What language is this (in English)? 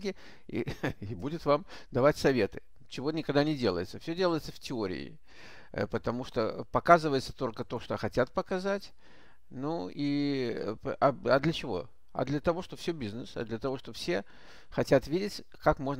Russian